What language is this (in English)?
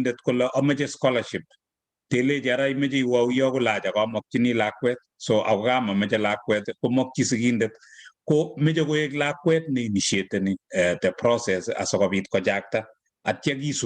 Kalenjin